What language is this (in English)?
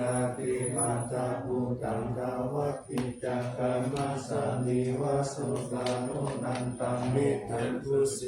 Pali